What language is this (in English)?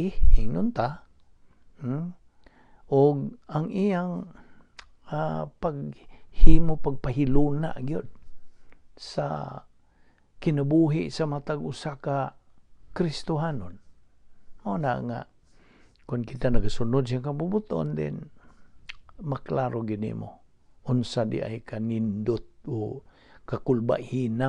Cebuano